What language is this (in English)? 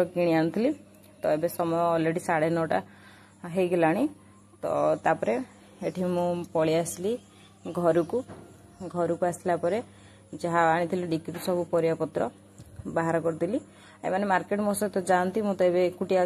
Odia